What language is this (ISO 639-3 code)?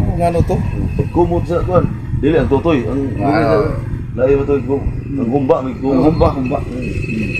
ceb